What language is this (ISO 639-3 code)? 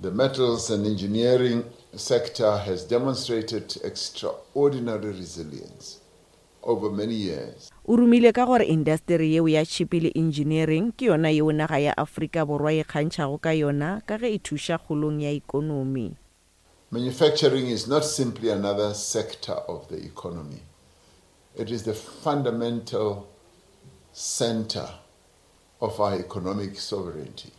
nso